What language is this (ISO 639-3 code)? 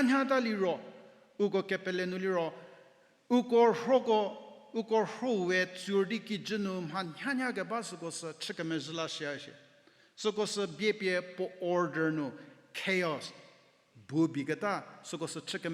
njm